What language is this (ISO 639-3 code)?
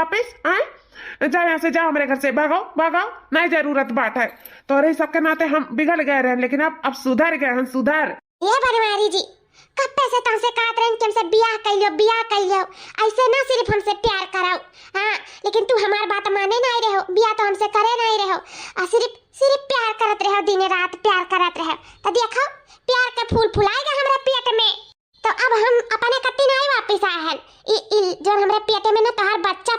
awa